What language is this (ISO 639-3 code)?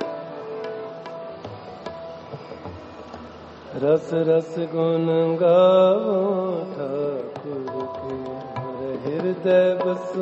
pan